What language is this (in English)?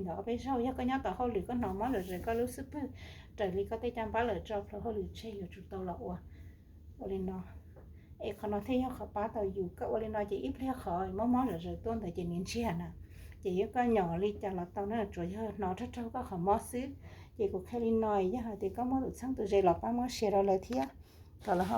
Hmong